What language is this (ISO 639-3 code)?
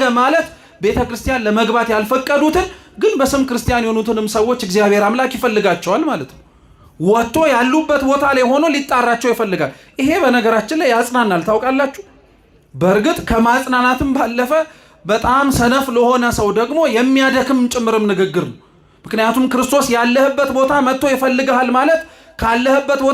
amh